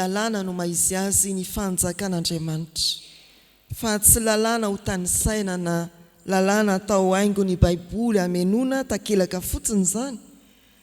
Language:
Malagasy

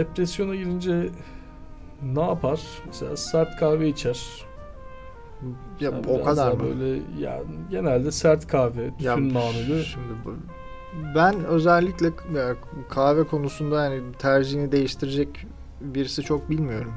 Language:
Turkish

